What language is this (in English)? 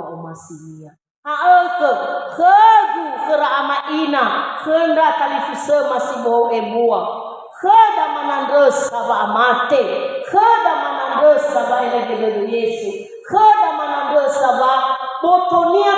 Nias